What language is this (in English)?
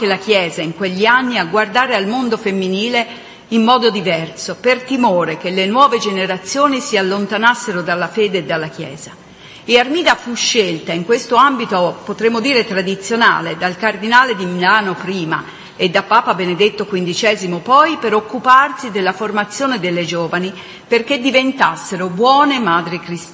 Italian